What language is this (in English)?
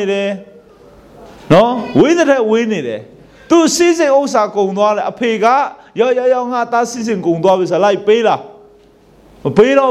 Burmese